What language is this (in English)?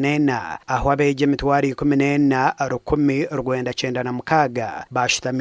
Nyankole